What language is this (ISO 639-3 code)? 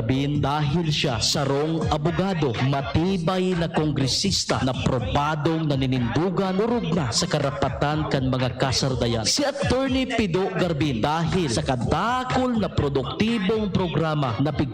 bik